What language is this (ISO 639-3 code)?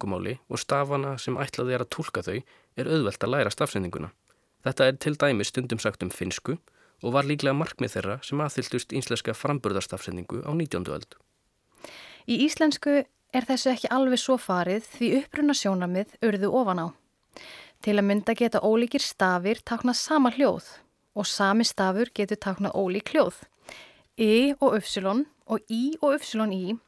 isl